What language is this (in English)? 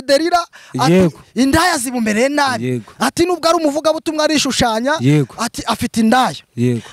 Kinyarwanda